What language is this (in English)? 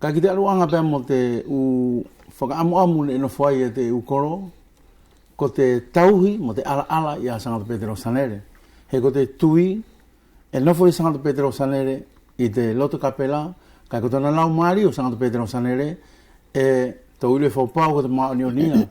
Wallisian